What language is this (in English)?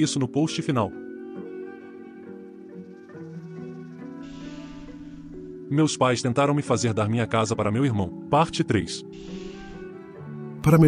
Portuguese